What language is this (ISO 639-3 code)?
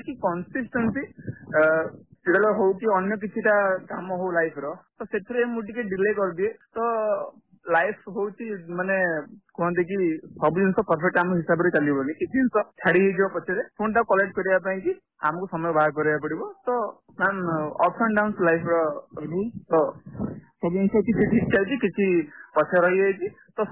ori